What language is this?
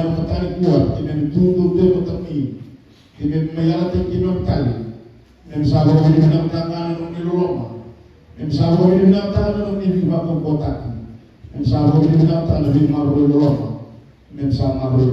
Fijian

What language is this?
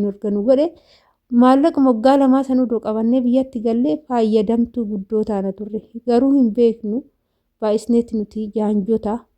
Oromo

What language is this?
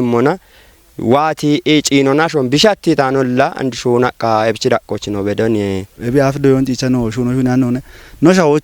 Kafa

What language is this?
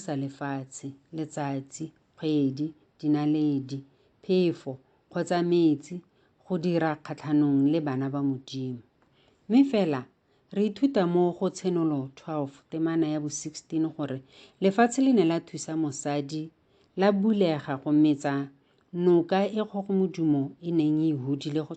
Tswana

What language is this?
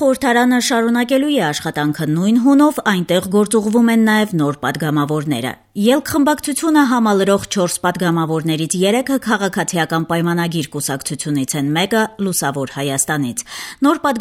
Armenian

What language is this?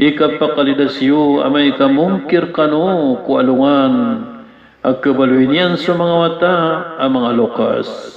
Maranao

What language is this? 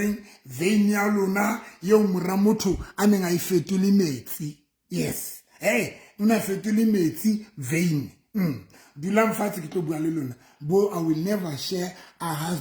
Southern Sotho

